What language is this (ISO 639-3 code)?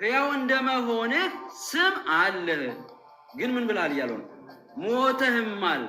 amh